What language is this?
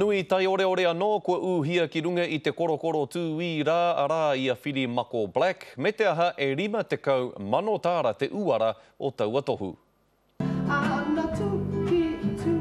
Māori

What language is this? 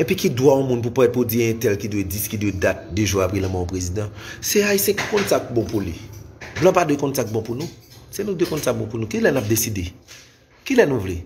Haitian Creole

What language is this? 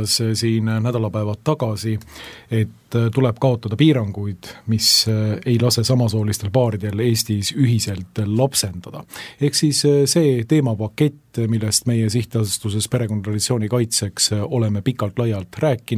Estonian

